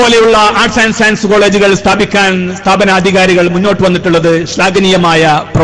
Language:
Malayalam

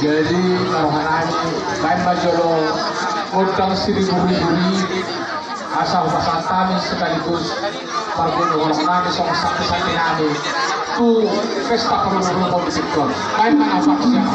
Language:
Batak Toba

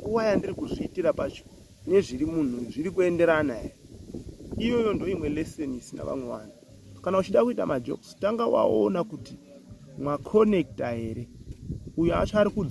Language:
Shona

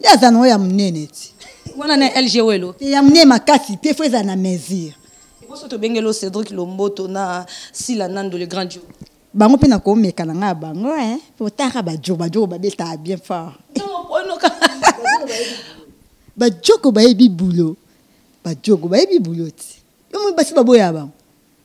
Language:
Lingala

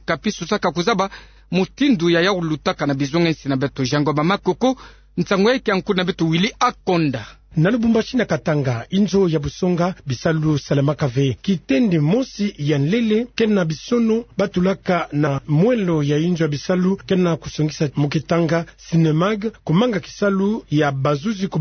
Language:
Kituba (Democratic Republic of Congo)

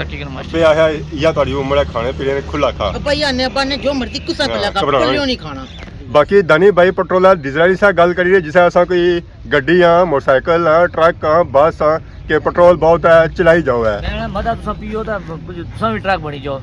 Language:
Pahari-Potwari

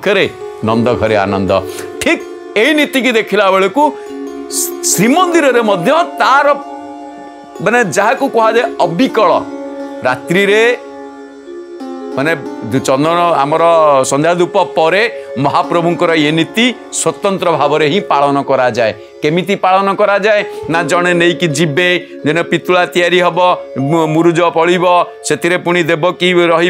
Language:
Odia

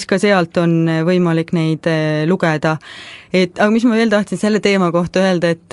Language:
Estonian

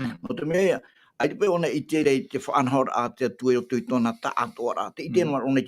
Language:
Tahitian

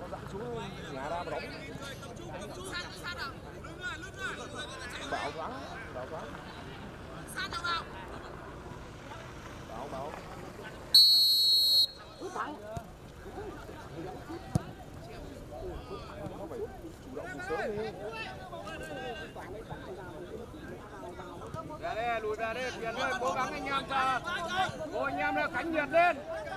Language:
Vietnamese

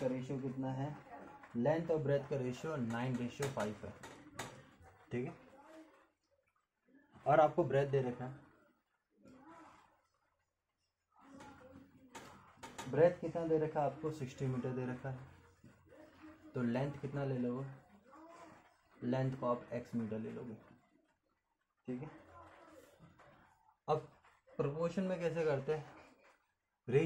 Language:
Hindi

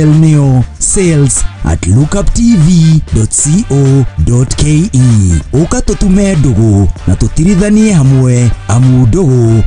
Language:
Kikuyu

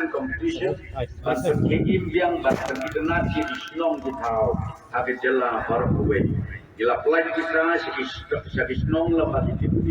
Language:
Khasi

